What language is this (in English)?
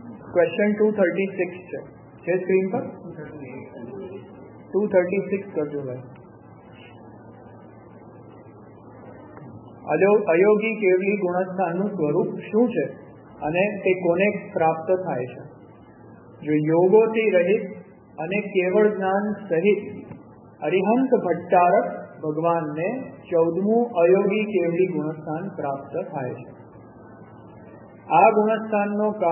Gujarati